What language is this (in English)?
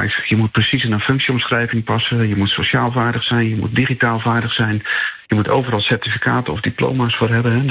Dutch